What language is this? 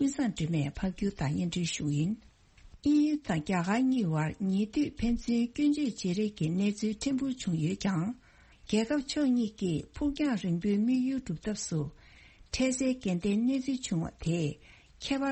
Tibetan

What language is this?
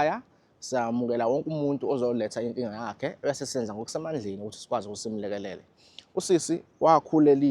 Zulu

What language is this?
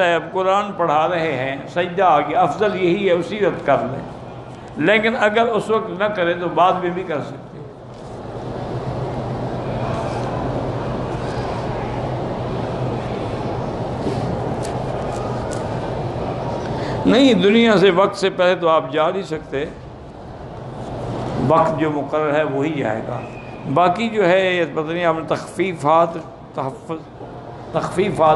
Urdu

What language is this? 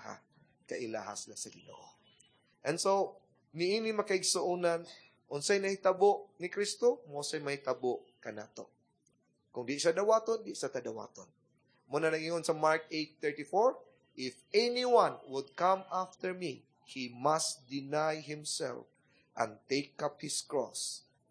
Cebuano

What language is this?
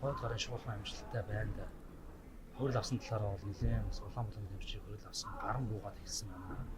Mongolian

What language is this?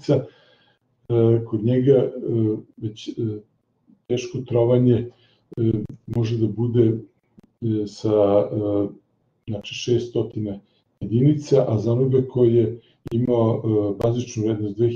Serbian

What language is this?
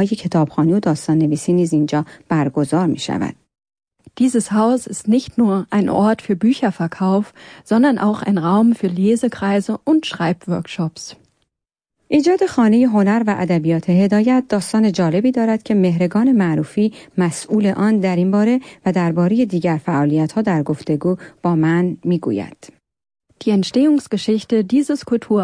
Persian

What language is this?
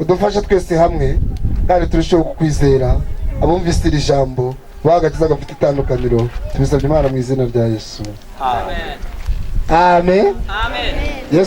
Kinyarwanda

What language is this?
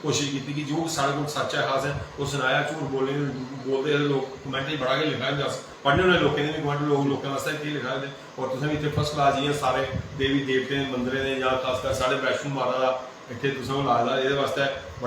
Dogri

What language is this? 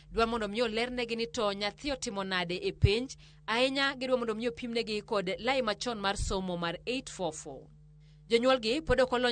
Luo (Kenya and Tanzania)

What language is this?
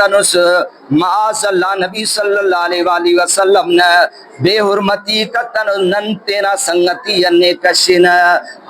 Brahui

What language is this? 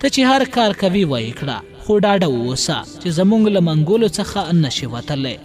Pashto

